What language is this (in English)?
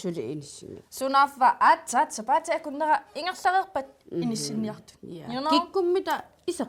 Kalaallisut